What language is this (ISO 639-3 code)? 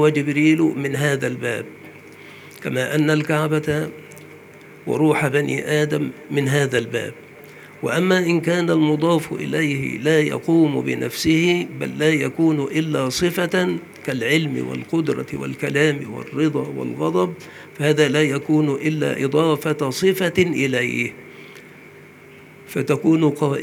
ara